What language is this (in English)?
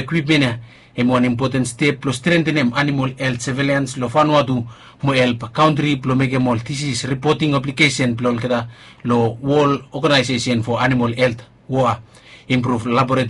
Bislama